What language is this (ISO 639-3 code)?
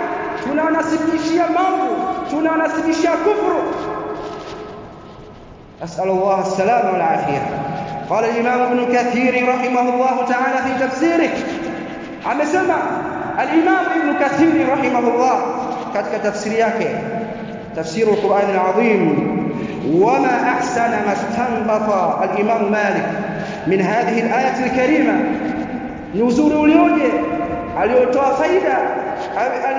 swa